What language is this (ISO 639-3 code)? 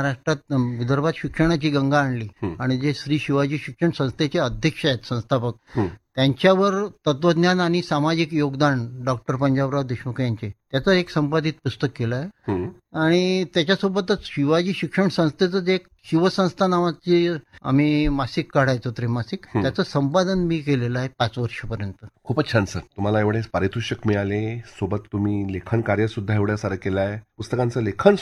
mar